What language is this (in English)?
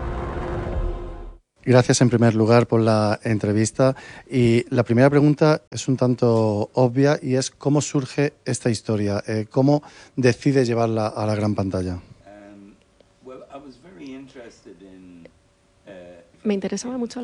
Spanish